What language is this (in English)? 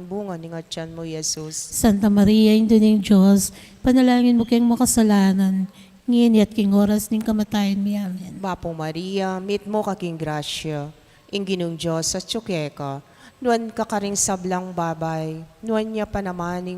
Pampanga